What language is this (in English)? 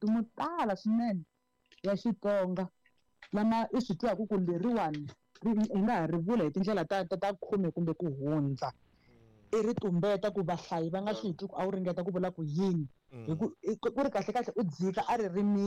Tsonga